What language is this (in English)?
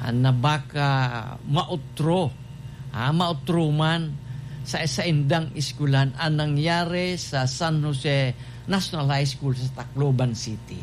Bikol